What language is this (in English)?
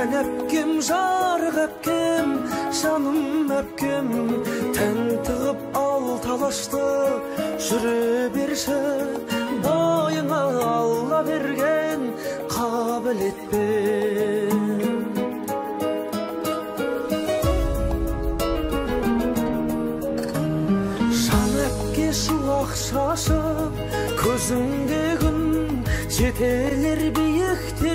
Kazakh